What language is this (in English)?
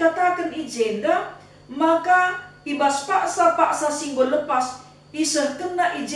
Batak Karo